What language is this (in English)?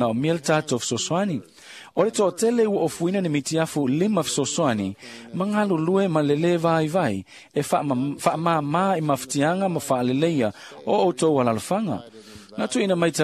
Samoan